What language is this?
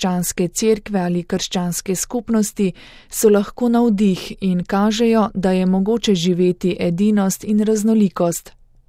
Slovenian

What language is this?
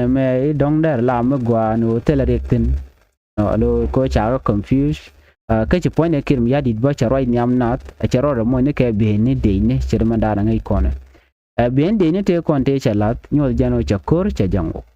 Nuer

